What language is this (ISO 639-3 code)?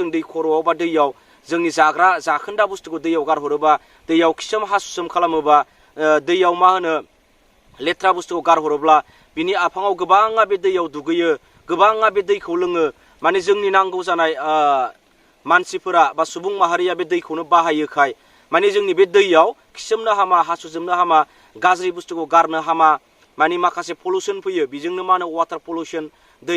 brx